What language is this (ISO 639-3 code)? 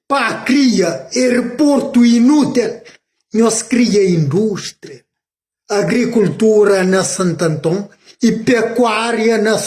kea